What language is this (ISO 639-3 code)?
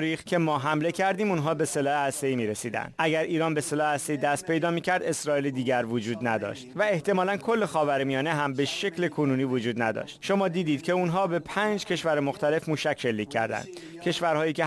fas